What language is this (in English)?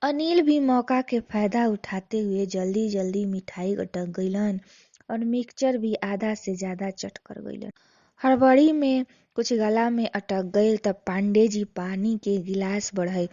Bhojpuri